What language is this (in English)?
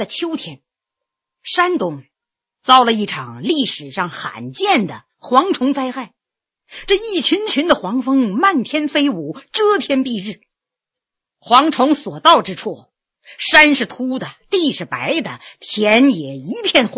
Chinese